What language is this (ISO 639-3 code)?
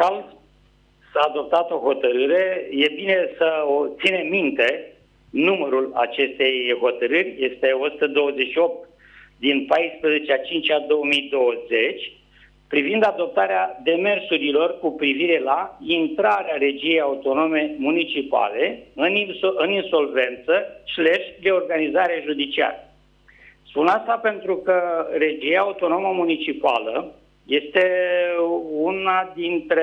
ron